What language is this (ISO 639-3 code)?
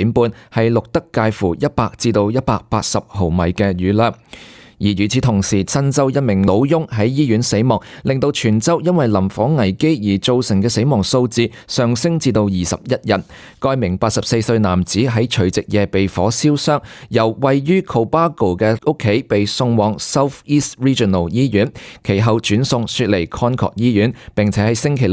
yue